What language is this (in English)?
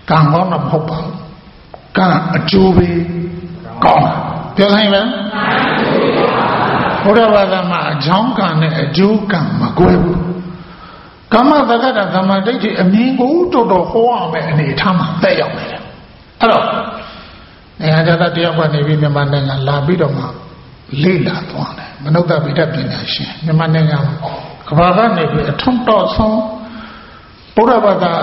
Burmese